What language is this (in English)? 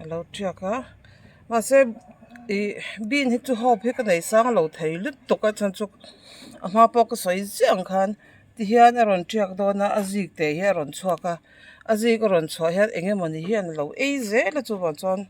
Mizo